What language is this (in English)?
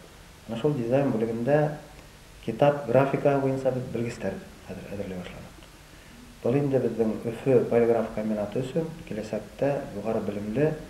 Bashkir